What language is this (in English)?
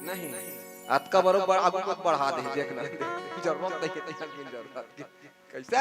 Chhattisgarhi